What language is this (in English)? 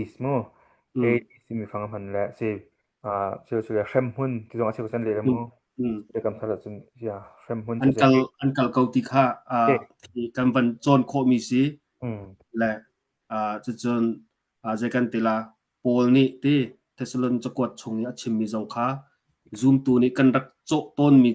Hakha Chin